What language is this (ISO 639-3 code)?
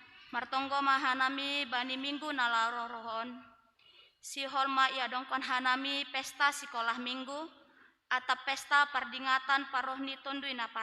bts